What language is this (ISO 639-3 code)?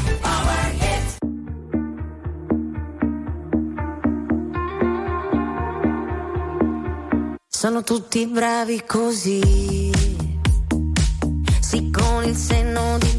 ita